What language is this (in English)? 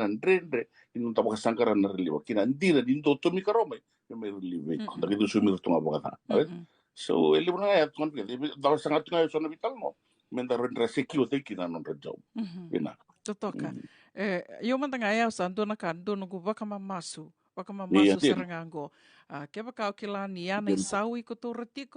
Fijian